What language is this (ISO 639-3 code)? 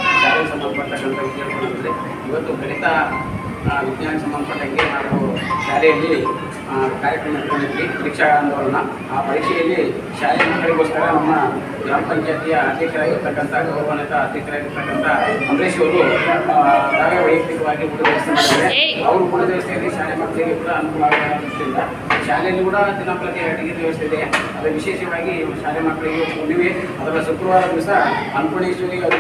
kan